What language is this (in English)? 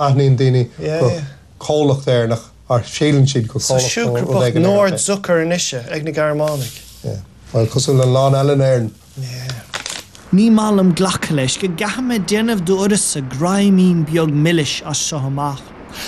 Irish